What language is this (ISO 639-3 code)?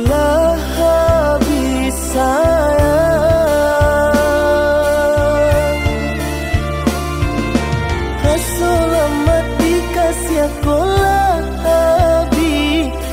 min